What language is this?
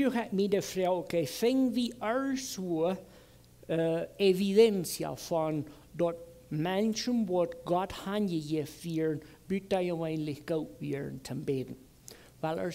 Plautdietsch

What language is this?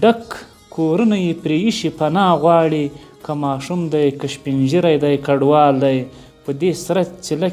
Pashto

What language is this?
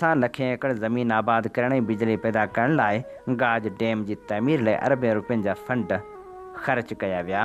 Sindhi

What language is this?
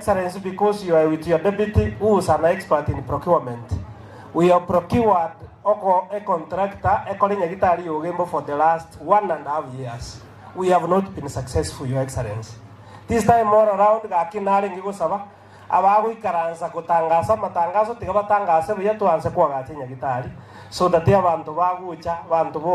Gusii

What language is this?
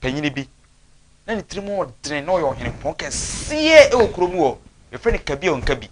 Akan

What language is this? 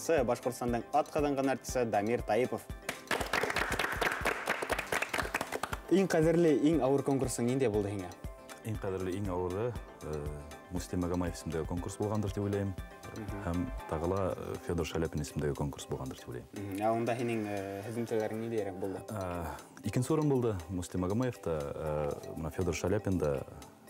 Bashkir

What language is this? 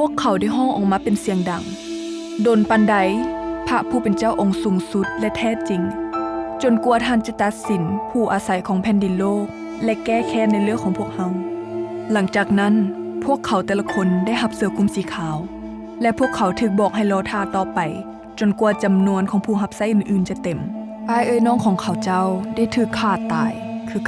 Lao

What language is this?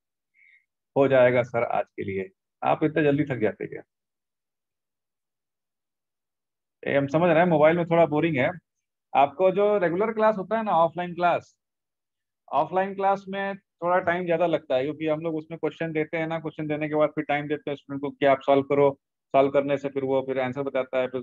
Hindi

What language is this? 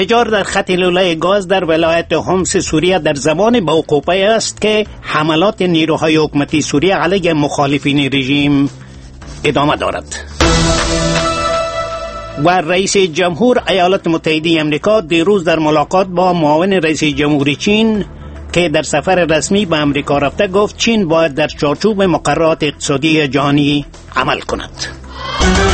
Persian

